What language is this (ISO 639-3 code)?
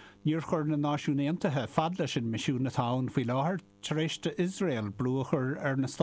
gle